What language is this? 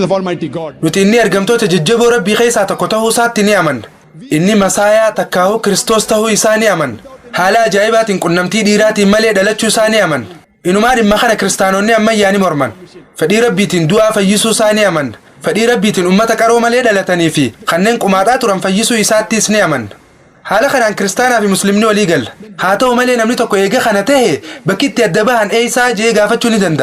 Oromo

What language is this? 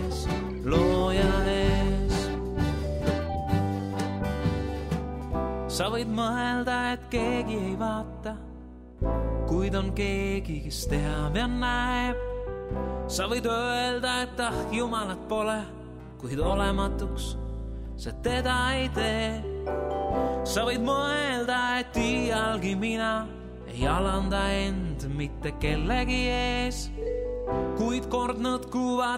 Estonian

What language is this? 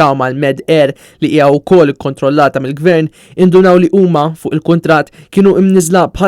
Maltese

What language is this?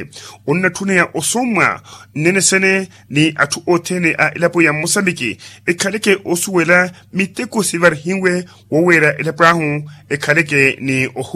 Makhuwa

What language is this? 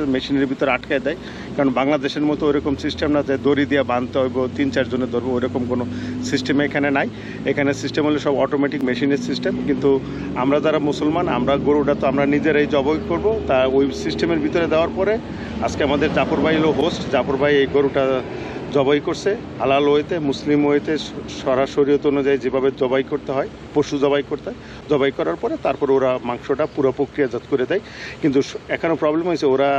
Bangla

